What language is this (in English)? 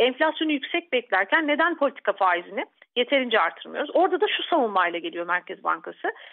Turkish